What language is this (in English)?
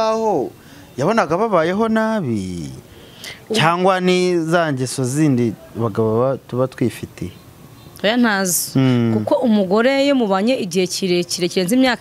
Kinyarwanda